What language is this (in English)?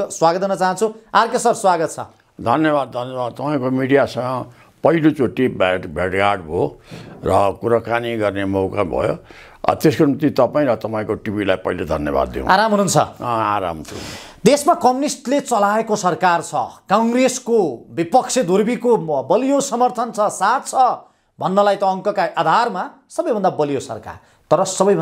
Nepali